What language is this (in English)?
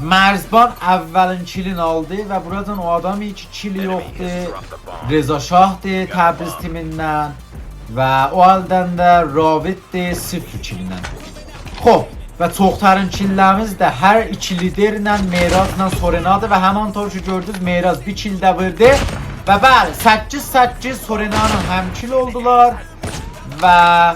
South Azerbaijani